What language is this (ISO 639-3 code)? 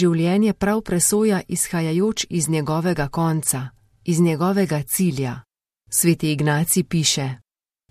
slv